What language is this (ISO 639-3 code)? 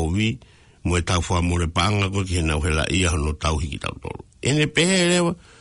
ton